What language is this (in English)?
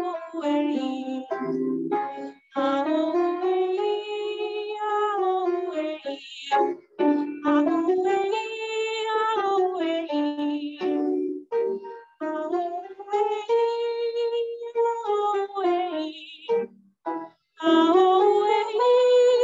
Ukrainian